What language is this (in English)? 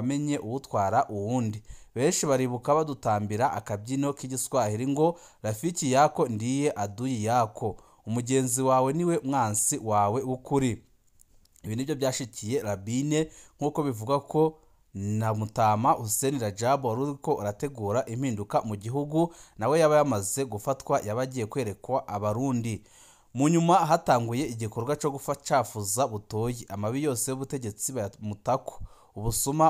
Rundi